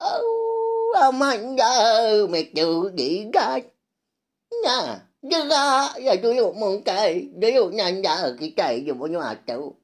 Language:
Iban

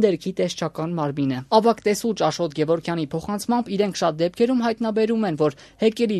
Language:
Armenian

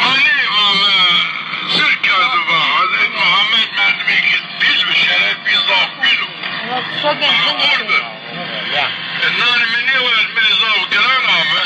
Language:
Zaza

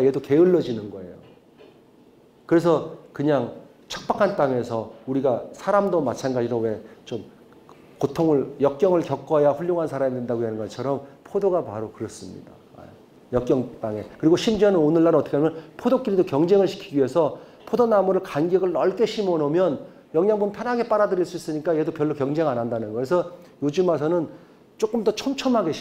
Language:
Korean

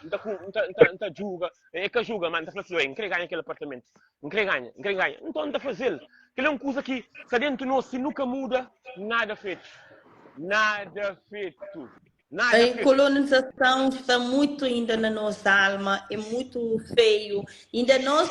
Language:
Kabuverdianu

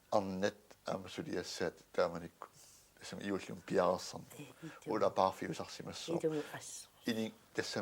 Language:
Kalaallisut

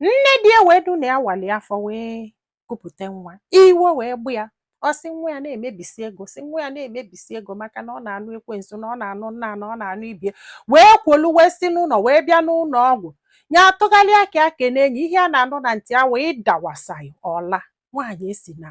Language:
Igbo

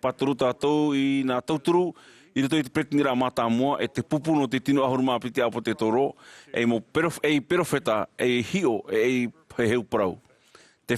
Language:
Tahitian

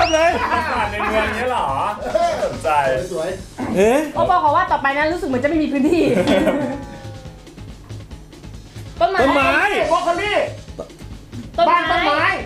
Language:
Thai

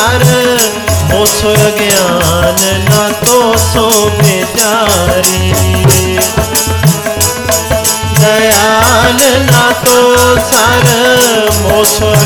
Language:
Hindi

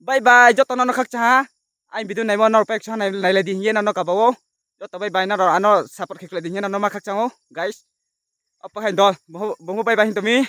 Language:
Riang (India)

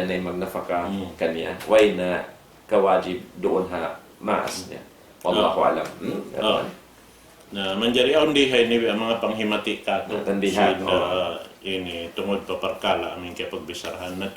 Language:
Tausug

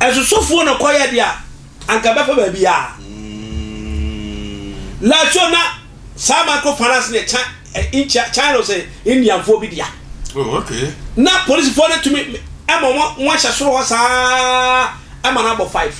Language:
Akan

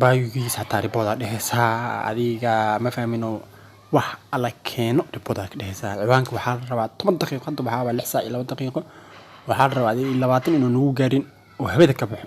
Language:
Somali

